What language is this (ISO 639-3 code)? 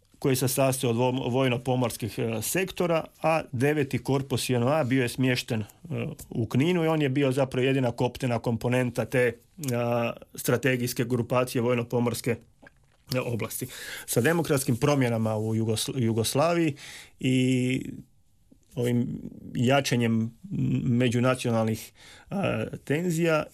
hrv